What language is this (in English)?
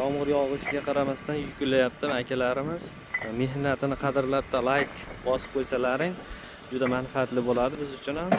Uzbek